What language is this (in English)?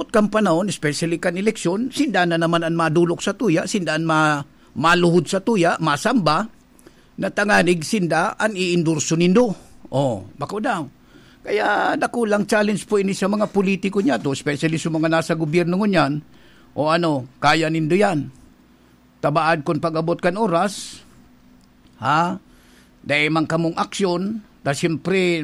Bikol